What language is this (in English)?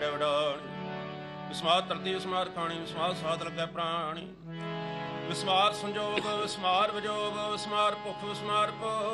Punjabi